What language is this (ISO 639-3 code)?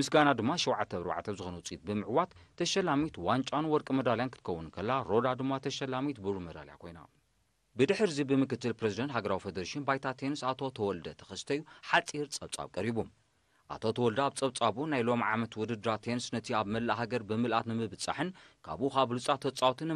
tir